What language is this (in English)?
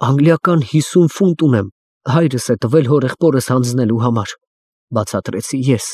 Armenian